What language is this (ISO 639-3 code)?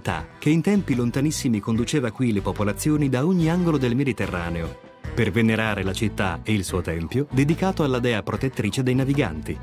ita